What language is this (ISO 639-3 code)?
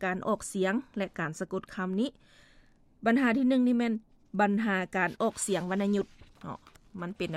lao